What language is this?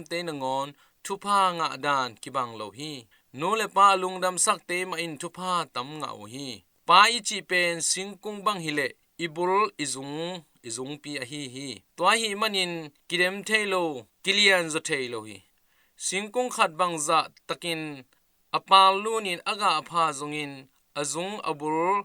Tedim Chin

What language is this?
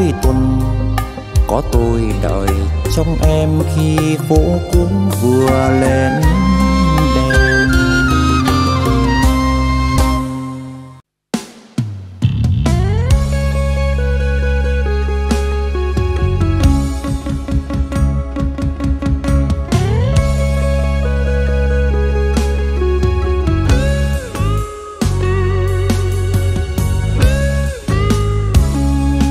Vietnamese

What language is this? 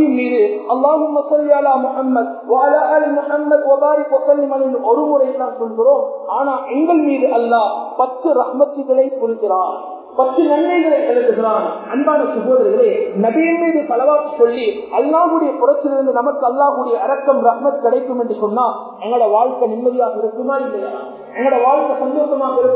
Tamil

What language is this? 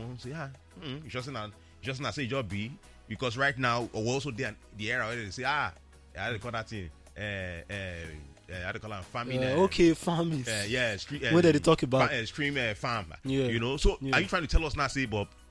Nigerian Pidgin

